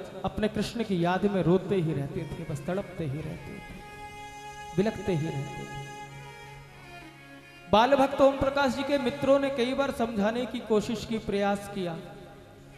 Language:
Hindi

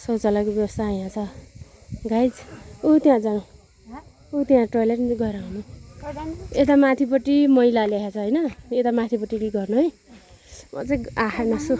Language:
Nepali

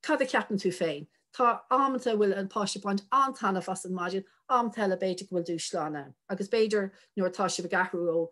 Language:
Irish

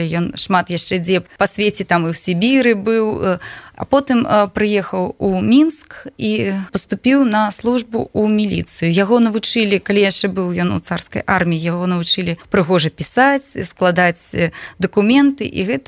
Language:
Belarusian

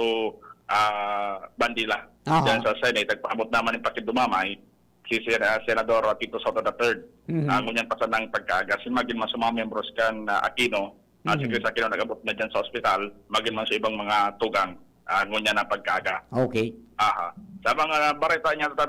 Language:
Bikol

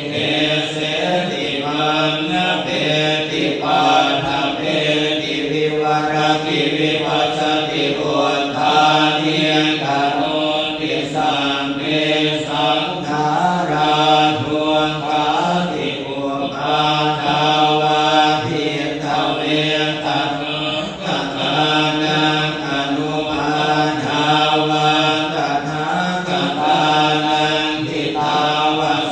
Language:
Pali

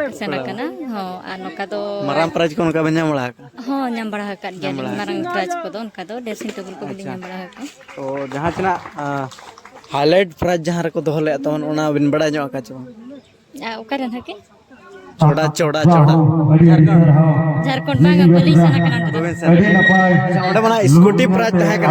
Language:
Santali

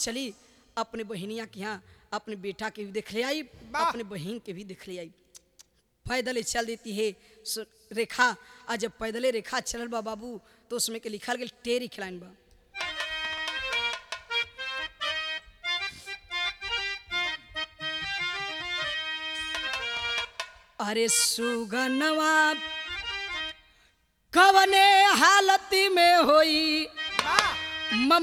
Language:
Bhojpuri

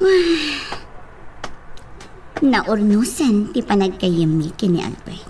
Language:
Iloko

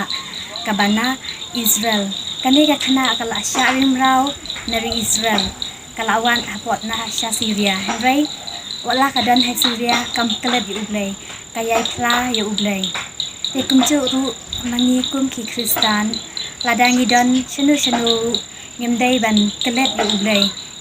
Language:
Khasi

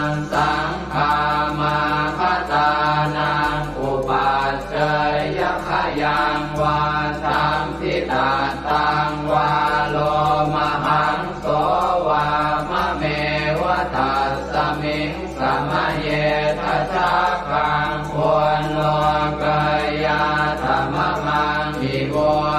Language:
Pali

